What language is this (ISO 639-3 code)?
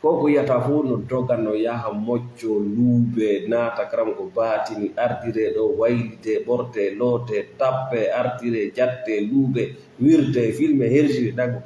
ful